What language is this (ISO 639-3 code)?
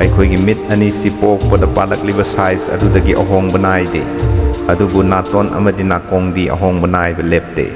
mni